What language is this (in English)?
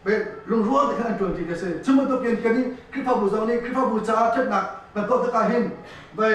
Hakha Chin